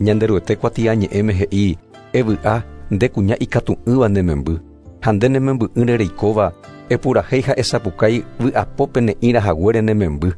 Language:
Guarani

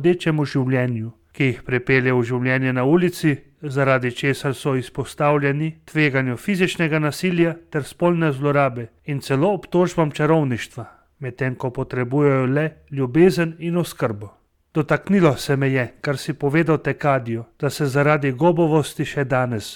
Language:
Slovenian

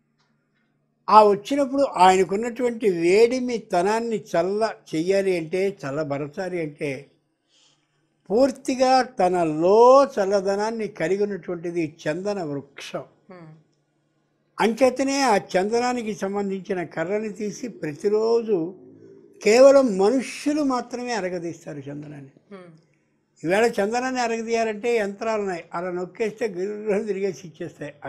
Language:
Telugu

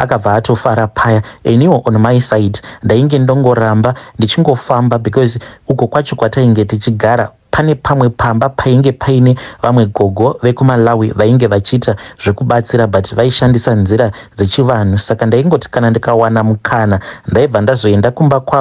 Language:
Shona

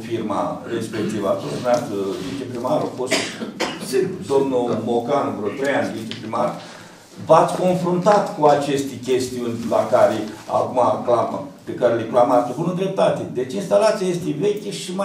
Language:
Romanian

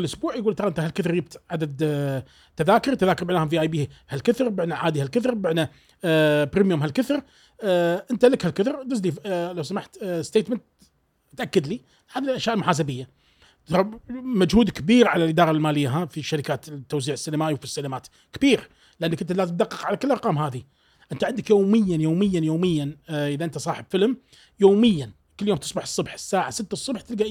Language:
Gulf Arabic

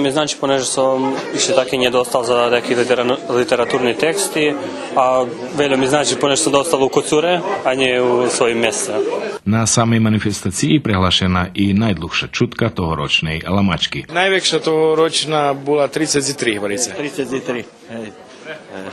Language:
Rusyn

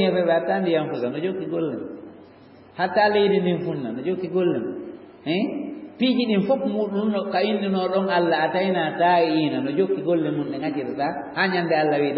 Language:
Fula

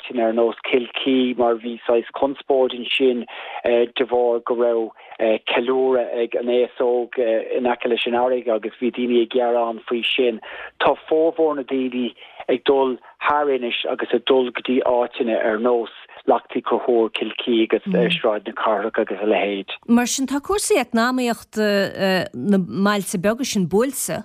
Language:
Irish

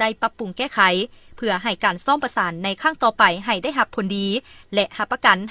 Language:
Lao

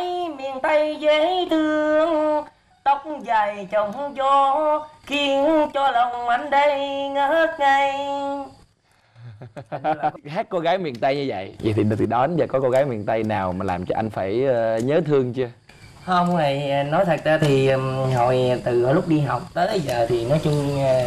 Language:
Vietnamese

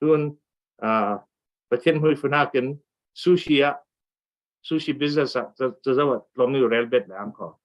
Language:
Falam Chin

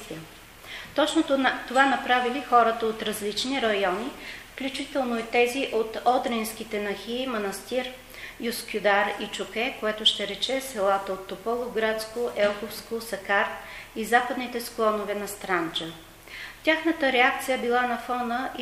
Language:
Bulgarian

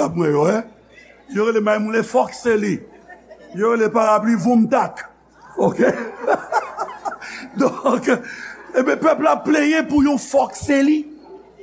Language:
Haitian Creole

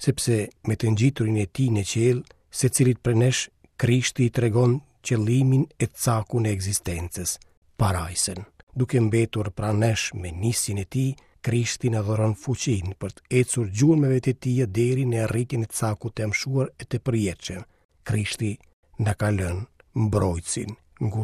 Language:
Albanian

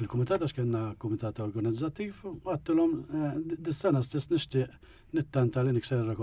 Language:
Maltese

